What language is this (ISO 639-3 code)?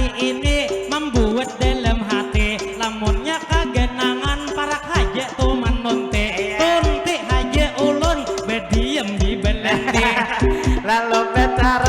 bjn